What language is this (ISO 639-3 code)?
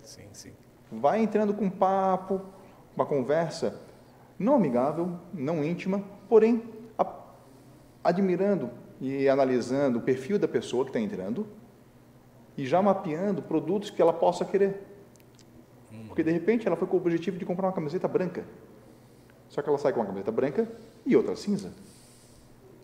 por